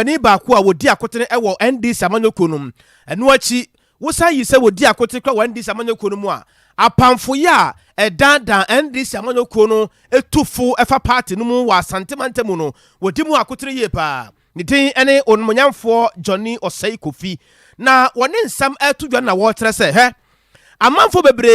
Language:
Akan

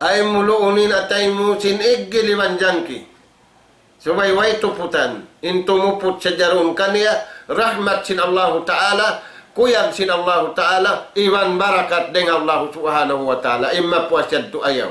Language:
Tausug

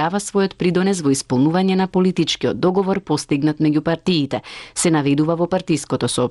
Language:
Macedonian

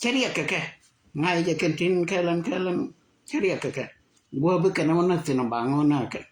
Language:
Nuer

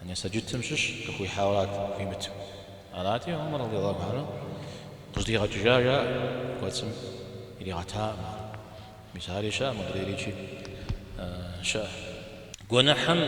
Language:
Kabardian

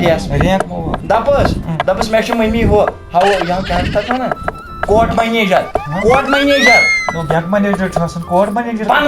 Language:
Kashmiri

